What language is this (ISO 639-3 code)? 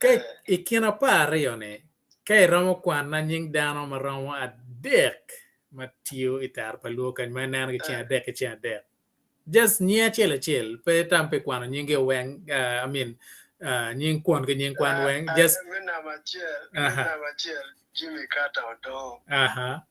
ach